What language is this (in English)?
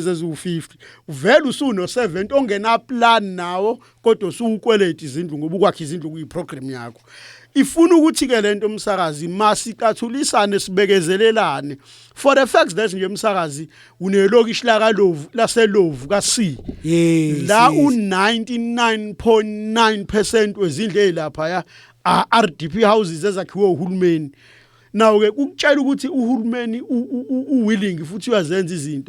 Zulu